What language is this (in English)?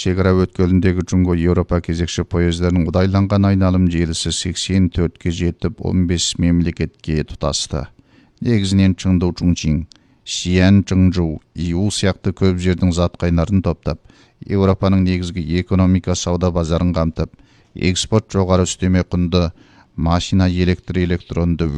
Kazakh